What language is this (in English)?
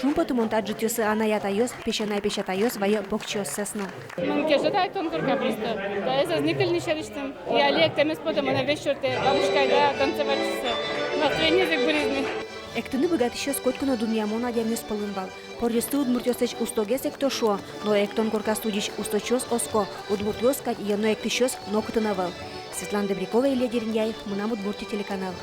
Udmurt